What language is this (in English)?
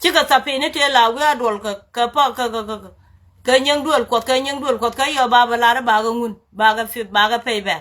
Nuer